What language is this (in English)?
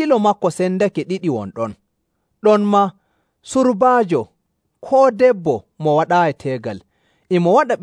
Nigerian Fulfulde